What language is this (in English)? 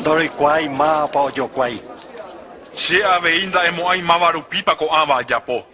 Guarani